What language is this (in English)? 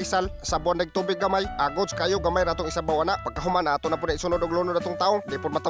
Cebuano